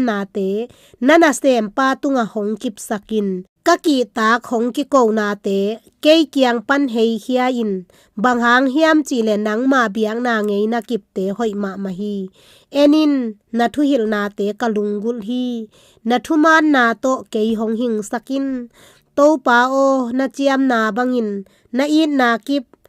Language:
Tedim Chin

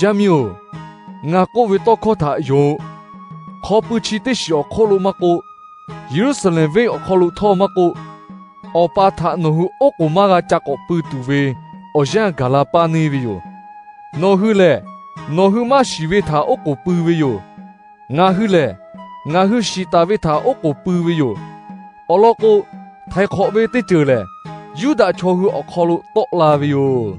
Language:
Lahu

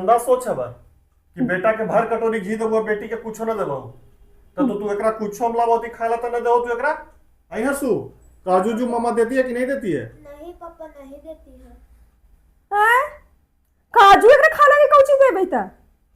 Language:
Magahi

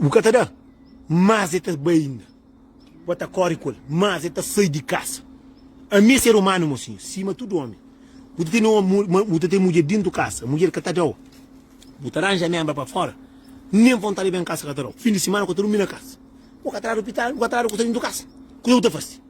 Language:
Kabuverdianu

